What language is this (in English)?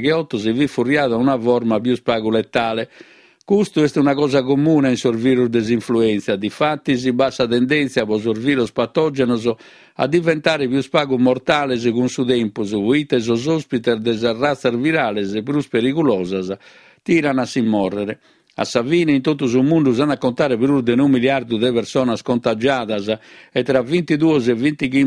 Sardinian